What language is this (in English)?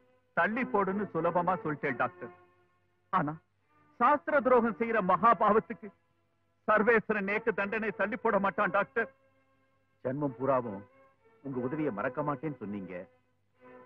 Tamil